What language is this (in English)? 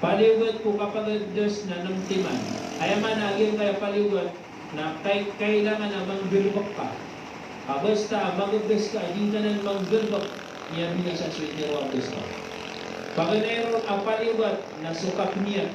Maranao